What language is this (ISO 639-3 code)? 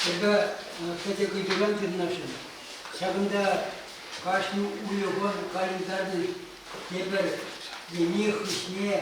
chv